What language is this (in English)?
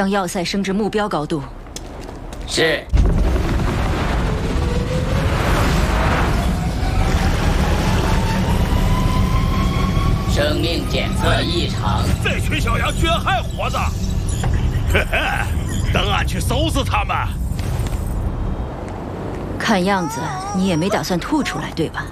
Chinese